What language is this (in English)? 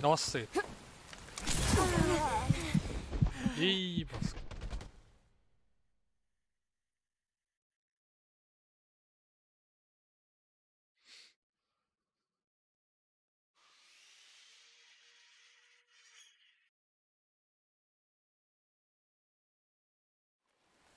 Hungarian